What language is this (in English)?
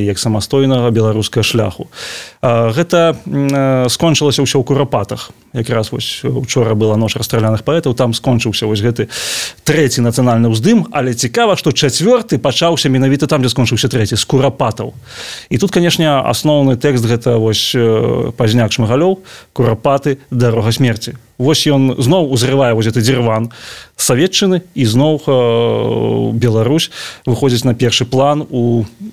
Belarusian